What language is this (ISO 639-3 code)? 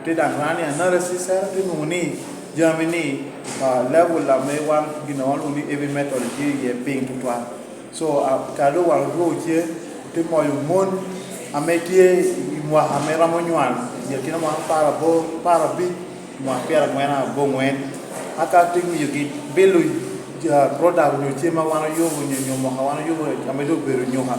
laj